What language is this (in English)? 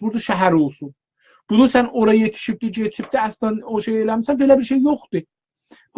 South Azerbaijani